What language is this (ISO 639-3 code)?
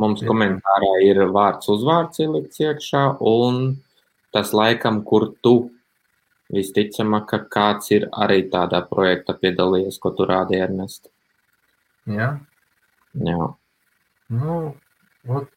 lav